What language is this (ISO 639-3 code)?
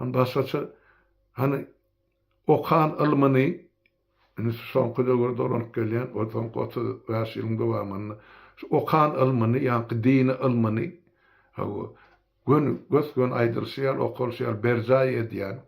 tuk